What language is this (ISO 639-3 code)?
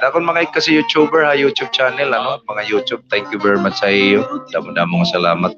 war